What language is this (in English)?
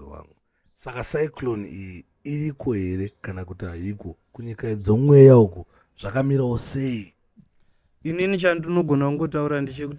Shona